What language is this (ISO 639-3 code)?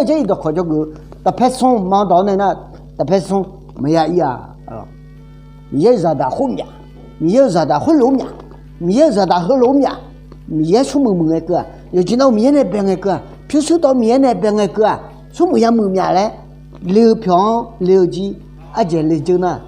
ahk